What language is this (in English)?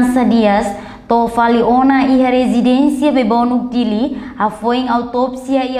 Tetum